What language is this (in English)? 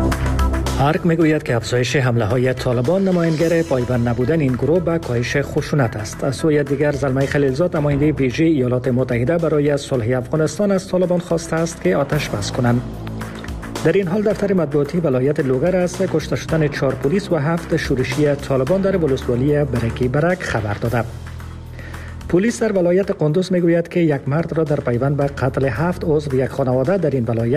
Persian